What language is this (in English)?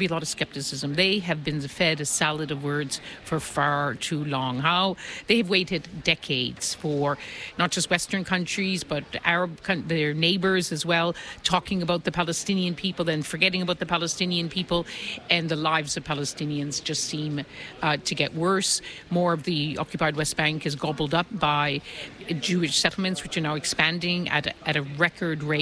English